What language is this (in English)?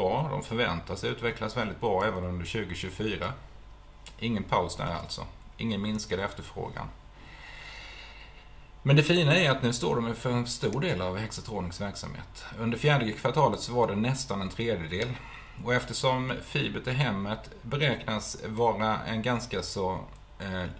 Swedish